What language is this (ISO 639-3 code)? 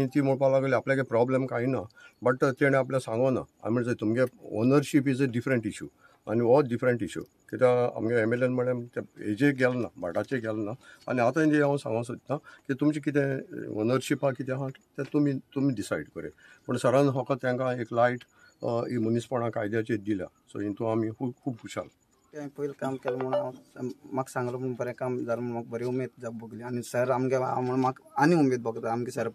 kok